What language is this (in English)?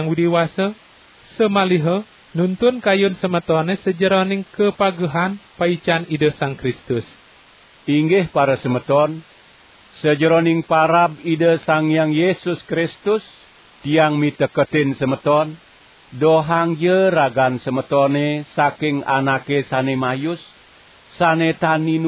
Balinese